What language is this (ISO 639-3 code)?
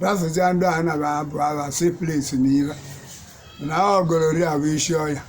ibo